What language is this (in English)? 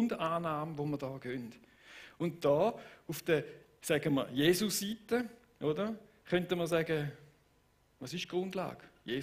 Swiss German